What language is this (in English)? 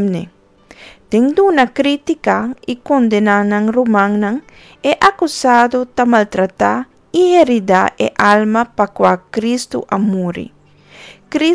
Papiamento